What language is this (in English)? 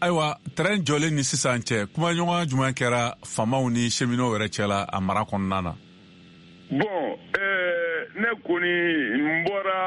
Bambara